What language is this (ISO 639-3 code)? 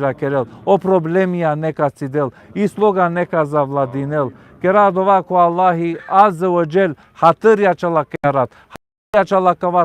rmn